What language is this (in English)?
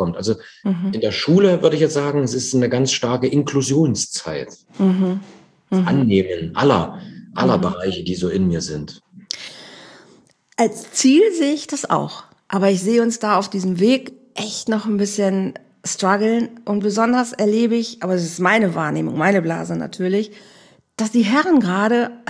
German